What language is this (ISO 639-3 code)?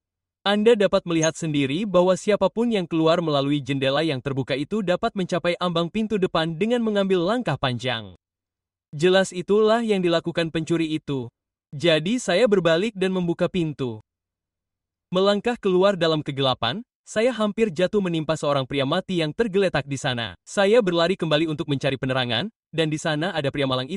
ind